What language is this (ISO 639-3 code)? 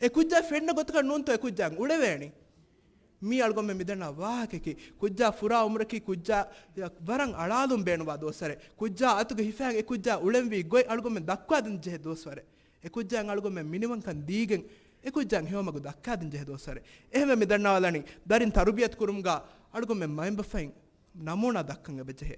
div